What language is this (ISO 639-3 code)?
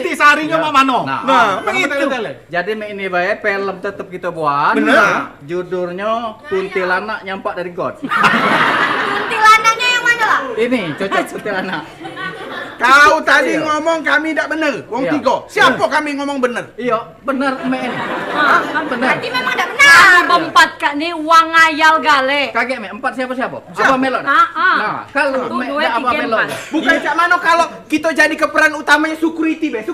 mui